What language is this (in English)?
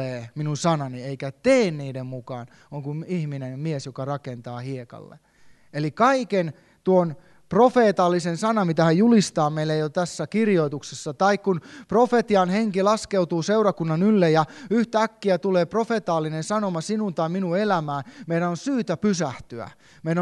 Finnish